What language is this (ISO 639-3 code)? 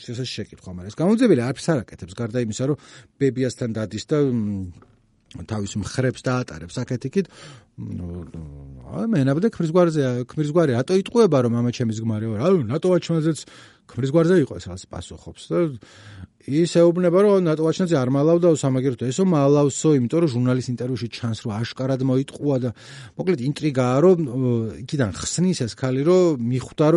kat